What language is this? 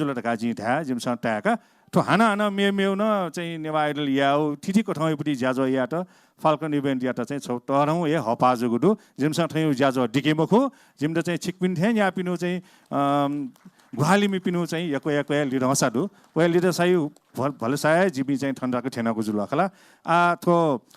Newari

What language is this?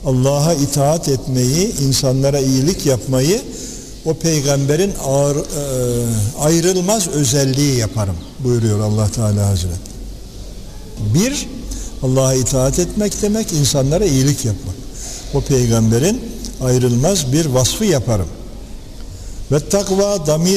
Turkish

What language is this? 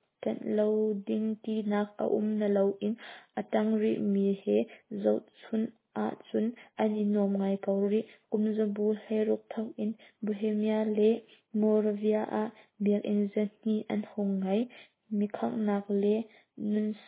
Hakha Chin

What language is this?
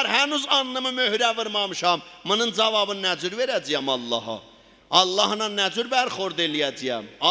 South Azerbaijani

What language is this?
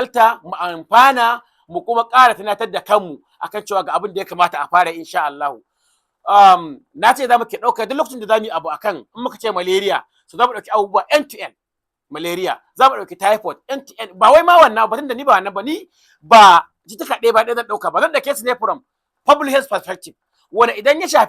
Hausa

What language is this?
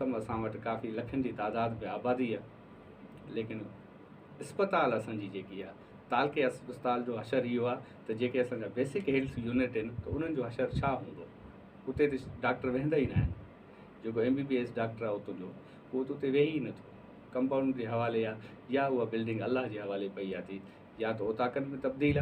Sindhi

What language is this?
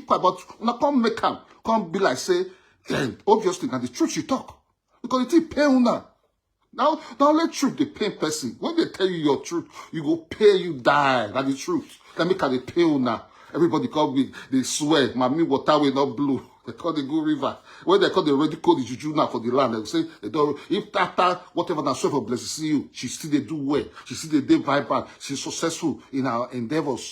Nigerian Pidgin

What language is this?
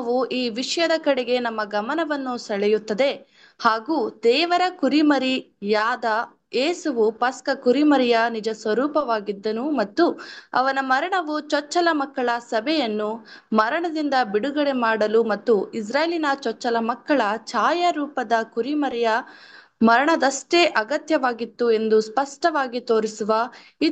Kannada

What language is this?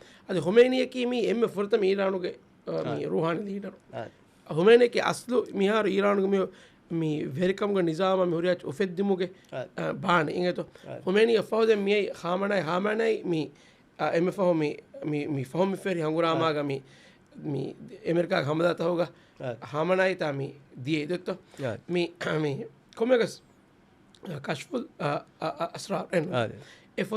Divehi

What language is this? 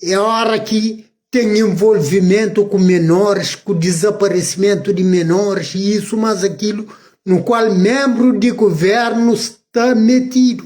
Kabuverdianu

